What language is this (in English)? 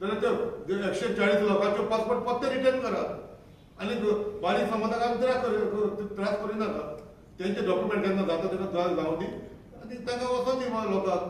Konkani